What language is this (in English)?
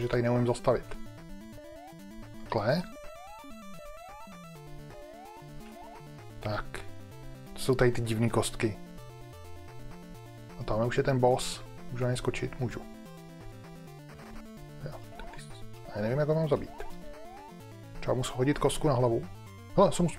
Czech